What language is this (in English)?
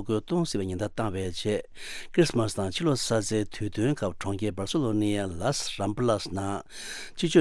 Tibetan